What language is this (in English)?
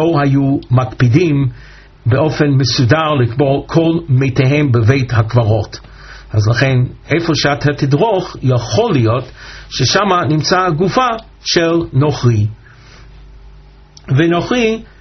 Hebrew